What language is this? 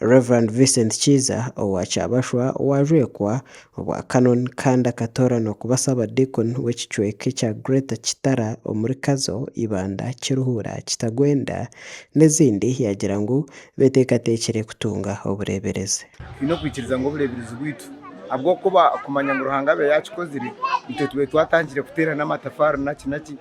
Nyankole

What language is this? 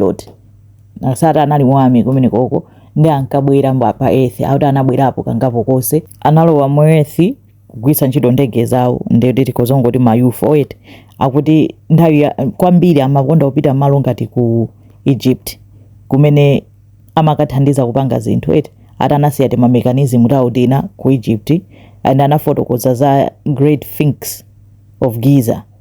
Nyanja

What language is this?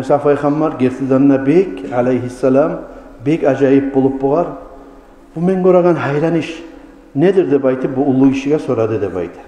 Kumyk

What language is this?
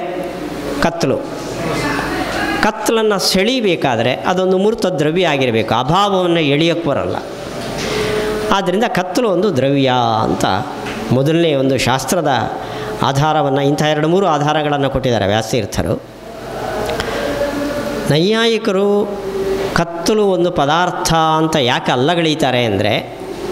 Kannada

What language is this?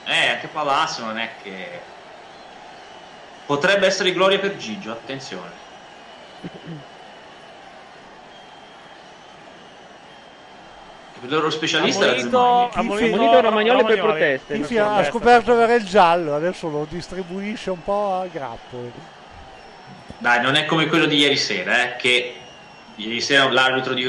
Italian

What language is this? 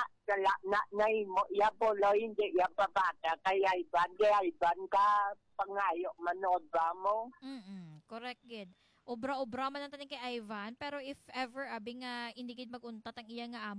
Hiligaynon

